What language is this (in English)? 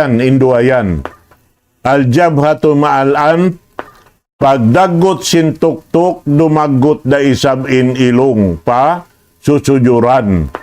Tausug